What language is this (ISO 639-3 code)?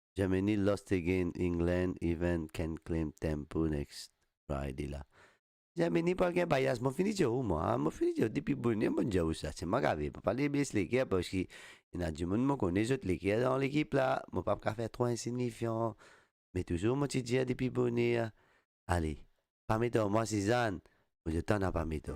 mfe